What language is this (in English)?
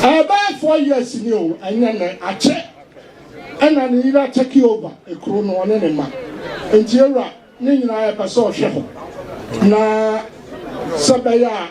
Akan